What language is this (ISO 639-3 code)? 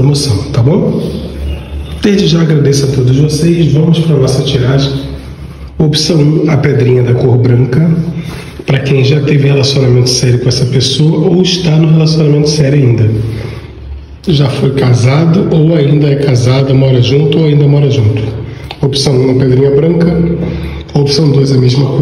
por